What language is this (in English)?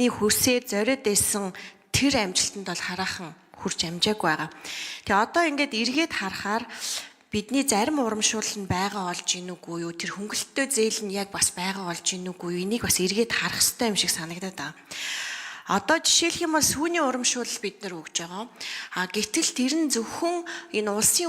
Mongolian